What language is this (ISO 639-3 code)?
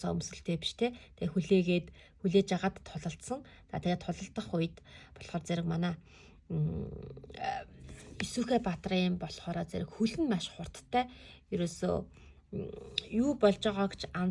mon